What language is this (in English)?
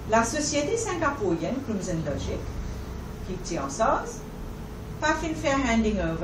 Morisyen